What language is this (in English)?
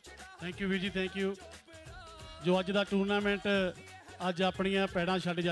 Punjabi